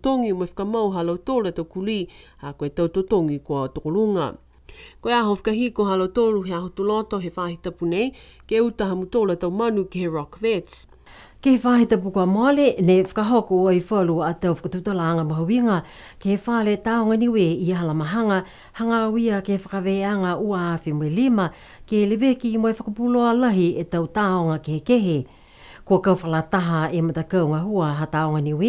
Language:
Niuean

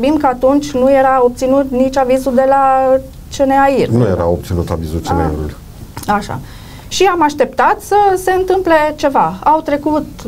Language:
Romanian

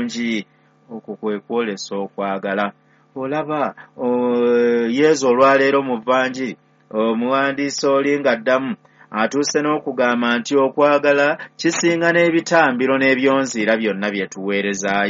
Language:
Ganda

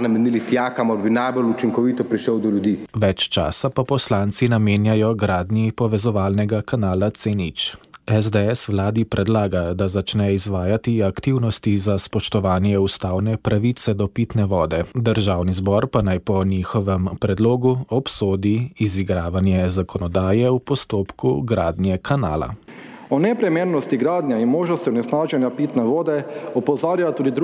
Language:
Slovenian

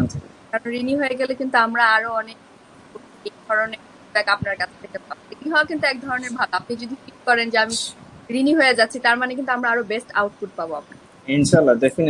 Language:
Bangla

